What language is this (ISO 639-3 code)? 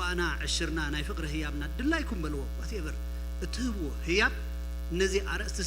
tir